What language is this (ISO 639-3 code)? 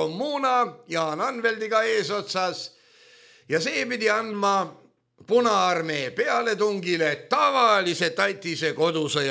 est